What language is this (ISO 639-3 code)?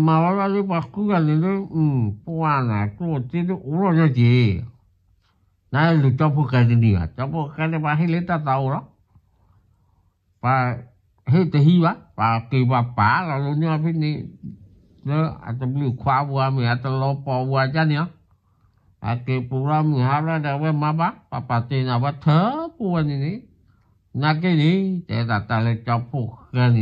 ksw